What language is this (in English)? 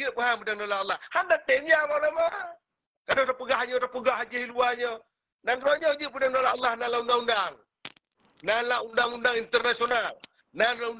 Achinese